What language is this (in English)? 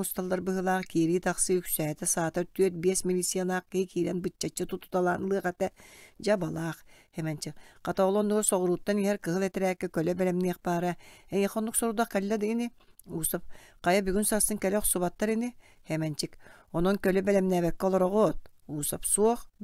Yakut